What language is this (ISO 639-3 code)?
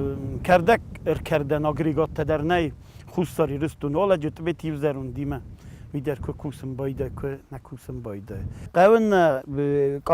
oss